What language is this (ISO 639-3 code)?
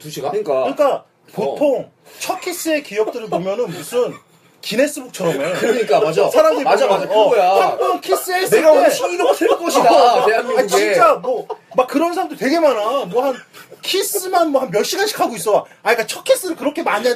kor